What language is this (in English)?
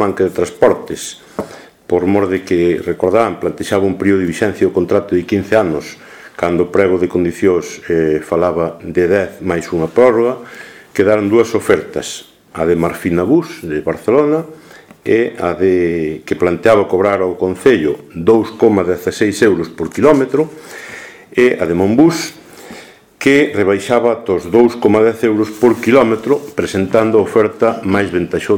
Galician